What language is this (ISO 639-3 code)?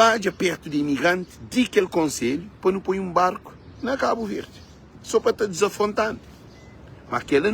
kea